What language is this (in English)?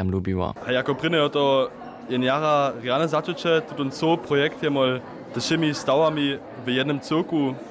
Upper Sorbian